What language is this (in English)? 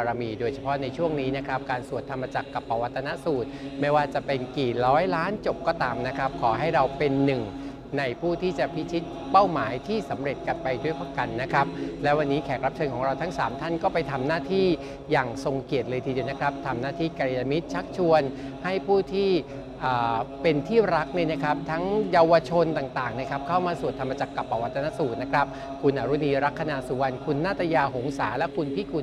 Thai